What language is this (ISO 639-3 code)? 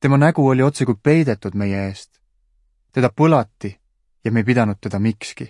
est